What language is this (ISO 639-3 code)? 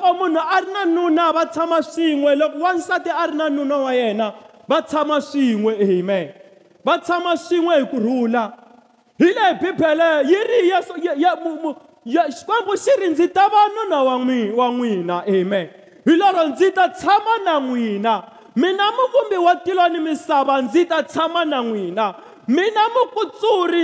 tso